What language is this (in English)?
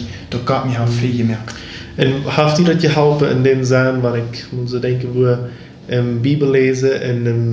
Plautdietsch